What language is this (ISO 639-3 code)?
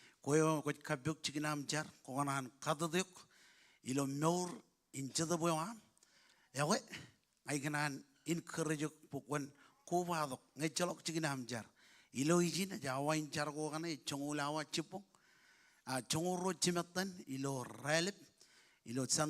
mah